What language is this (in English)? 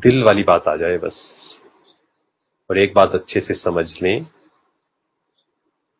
Hindi